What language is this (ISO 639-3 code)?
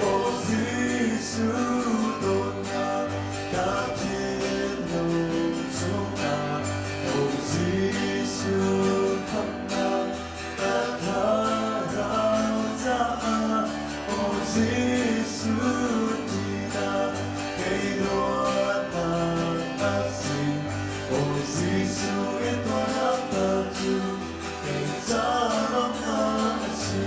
cnh